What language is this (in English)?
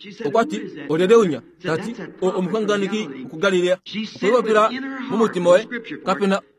Kuanyama